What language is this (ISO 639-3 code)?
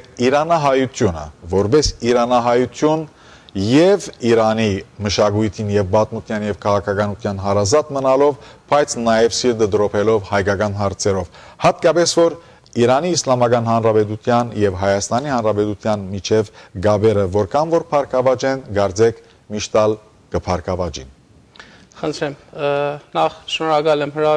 hyw